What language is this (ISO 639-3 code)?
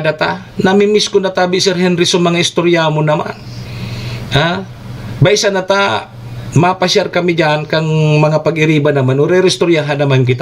bik